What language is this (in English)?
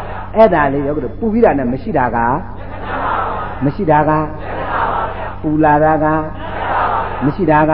Burmese